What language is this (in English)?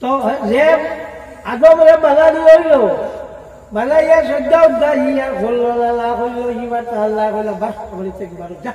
Sylheti